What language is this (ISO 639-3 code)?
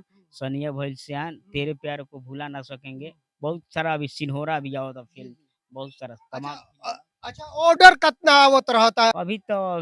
bho